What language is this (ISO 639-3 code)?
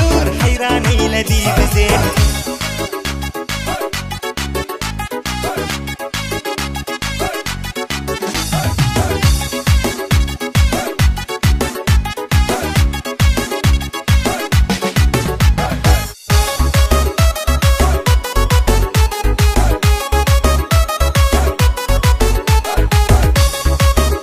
tur